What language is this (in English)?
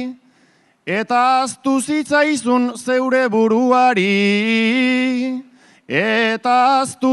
Basque